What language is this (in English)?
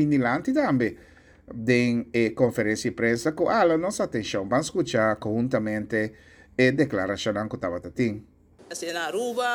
Papiamento